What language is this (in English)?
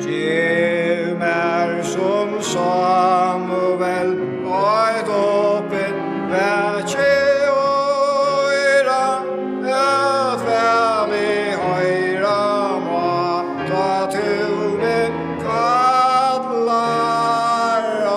Faroese